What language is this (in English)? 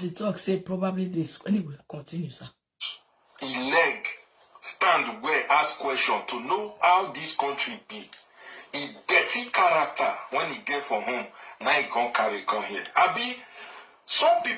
Nigerian Pidgin